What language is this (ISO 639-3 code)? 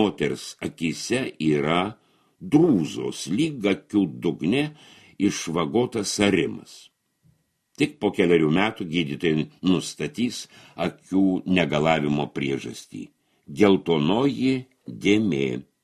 lit